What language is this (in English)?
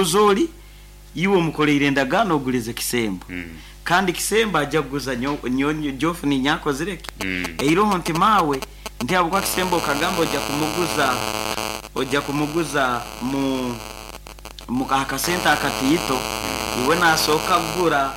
Nyankole